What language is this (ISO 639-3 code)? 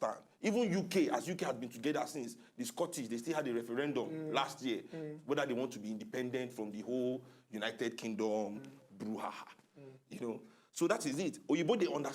pcm